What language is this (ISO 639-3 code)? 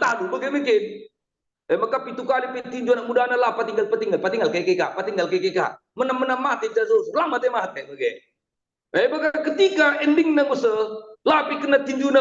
btx